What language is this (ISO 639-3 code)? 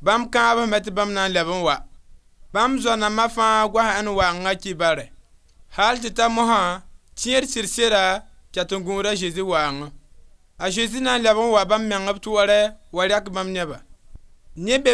mos